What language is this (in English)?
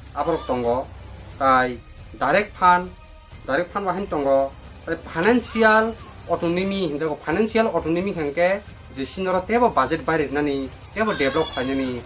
Kok Borok